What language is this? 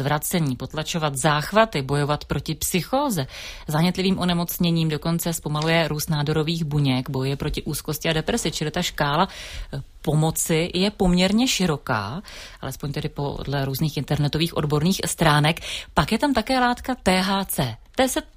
Czech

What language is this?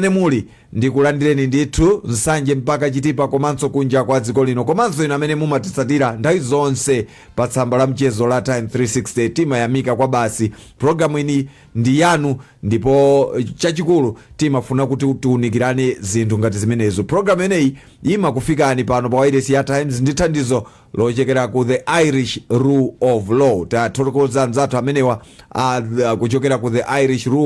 Nyanja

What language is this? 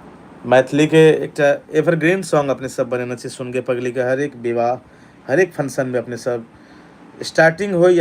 Maithili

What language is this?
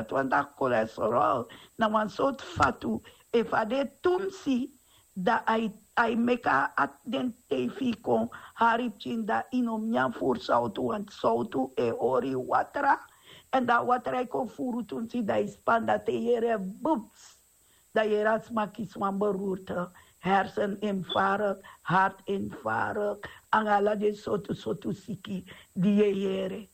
Sranan Tongo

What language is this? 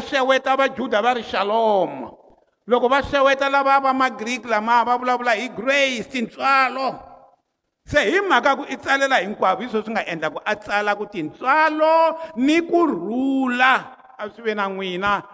Tsonga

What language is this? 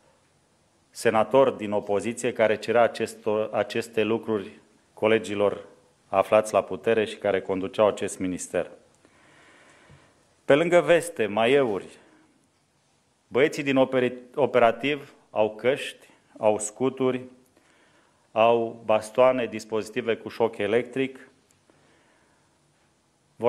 Romanian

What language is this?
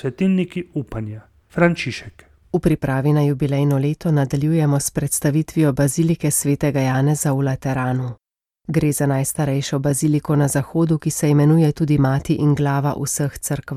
Slovenian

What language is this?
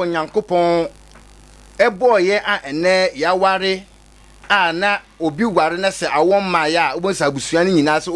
Akan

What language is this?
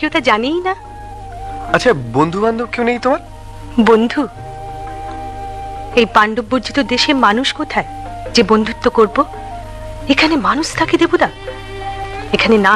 Bangla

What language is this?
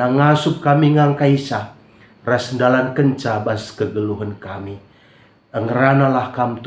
Batak Karo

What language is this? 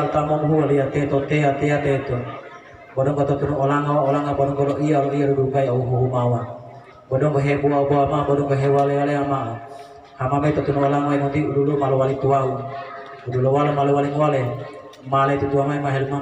Gorontalo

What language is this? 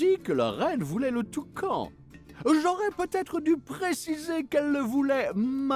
French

